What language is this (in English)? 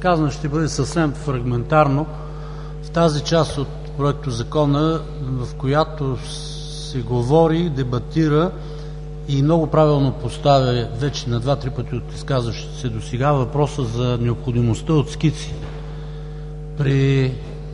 Bulgarian